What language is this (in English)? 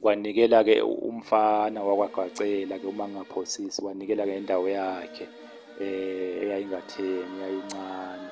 Zulu